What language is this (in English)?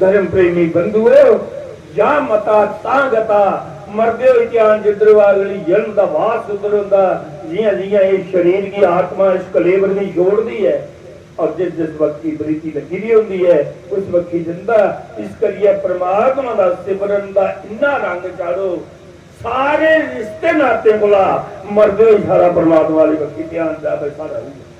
Dogri